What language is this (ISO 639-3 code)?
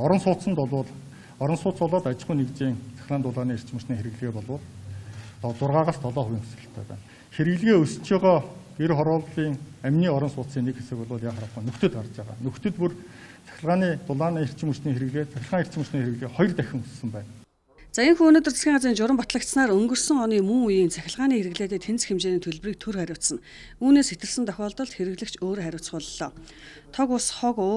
mon